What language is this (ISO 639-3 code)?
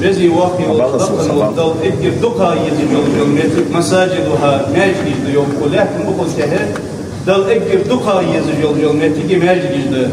inh